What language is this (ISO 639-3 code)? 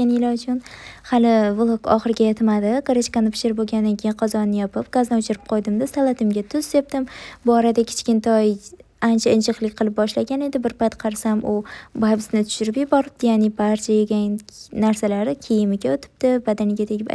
uzb